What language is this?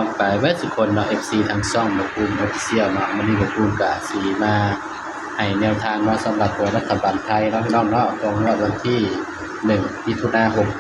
Northeastern Thai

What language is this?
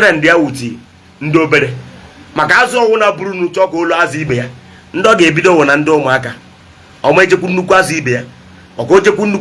Igbo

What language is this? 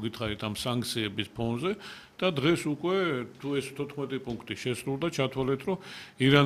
Georgian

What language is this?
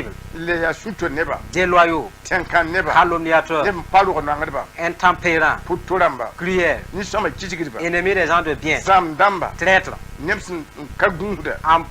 Mossi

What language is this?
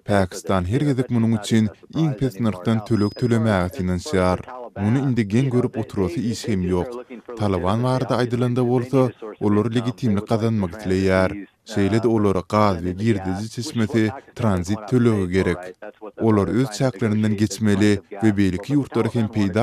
Turkmen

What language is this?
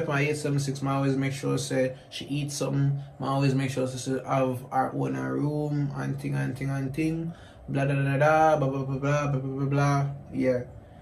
Jamaican Creole English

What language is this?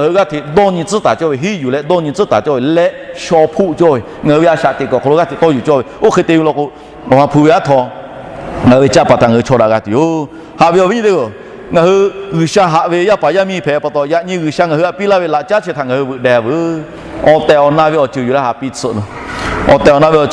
Lahu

